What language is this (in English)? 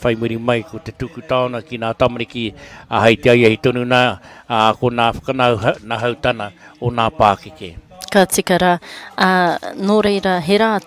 Māori